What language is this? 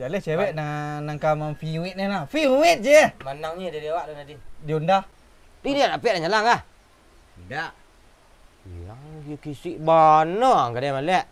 Minangkabau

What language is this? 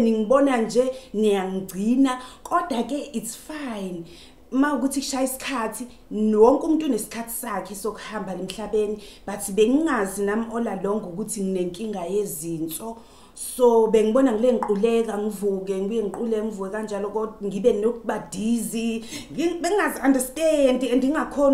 Zulu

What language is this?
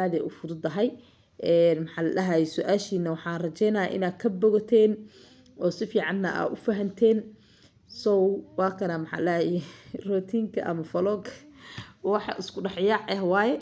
Somali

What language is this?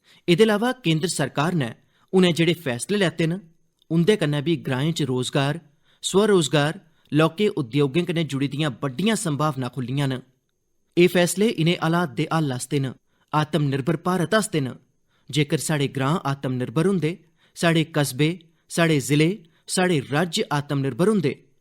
Dogri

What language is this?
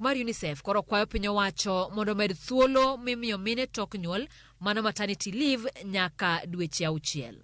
Luo (Kenya and Tanzania)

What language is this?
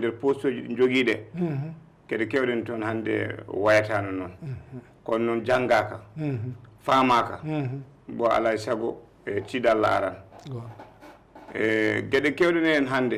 Fula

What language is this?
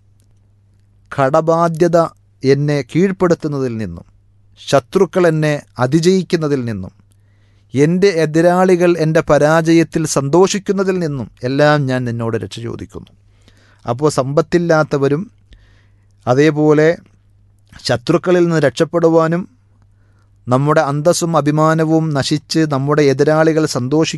Malayalam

